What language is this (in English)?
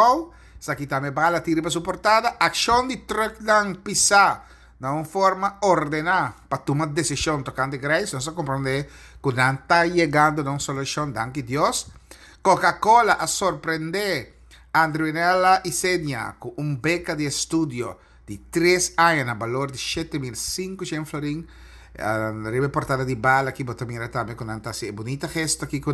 Papiamento